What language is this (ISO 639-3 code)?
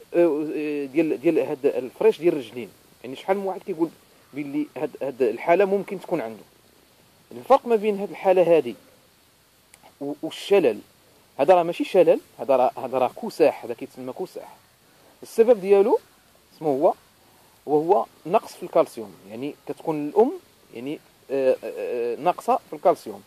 ary